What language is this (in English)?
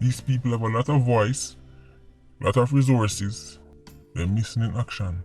Jamaican Creole English